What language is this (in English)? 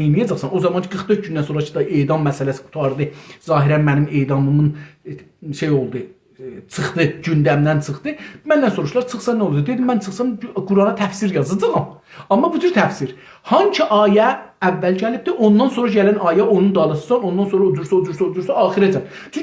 South Azerbaijani